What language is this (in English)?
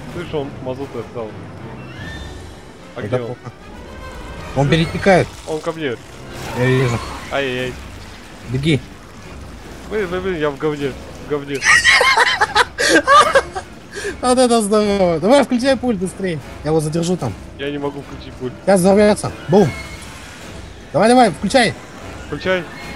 Russian